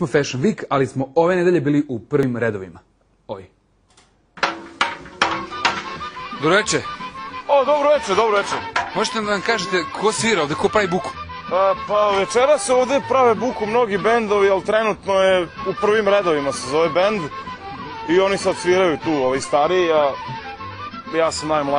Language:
Serbian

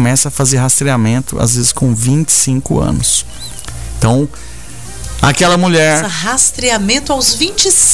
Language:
Portuguese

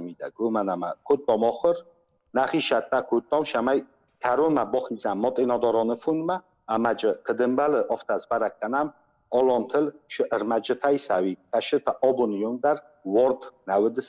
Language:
Ossetic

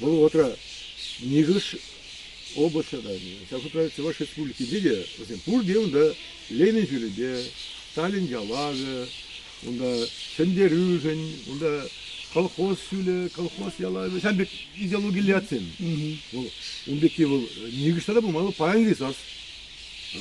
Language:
Chuvash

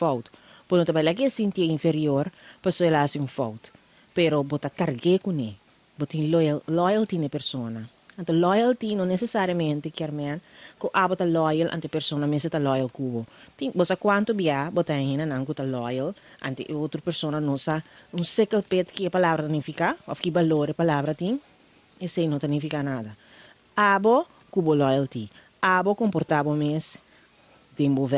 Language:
Papiamento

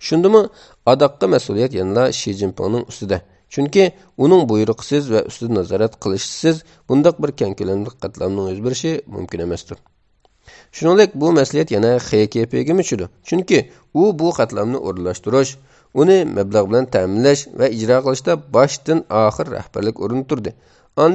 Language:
Uyghur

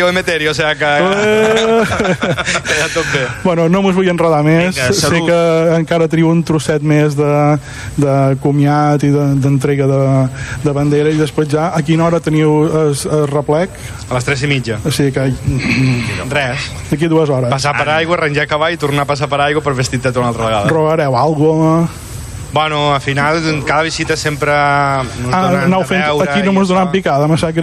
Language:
Catalan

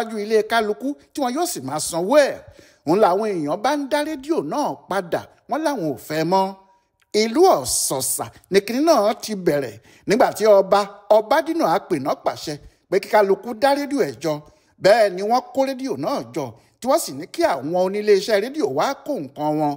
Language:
Yoruba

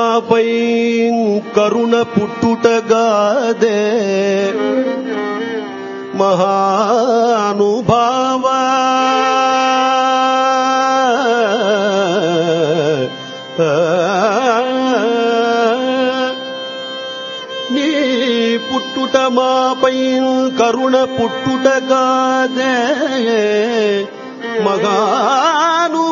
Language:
Telugu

